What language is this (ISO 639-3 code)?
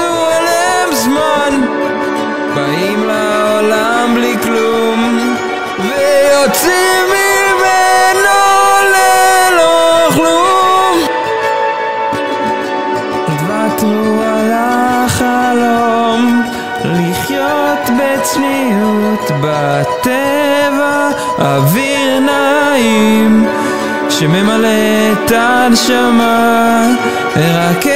heb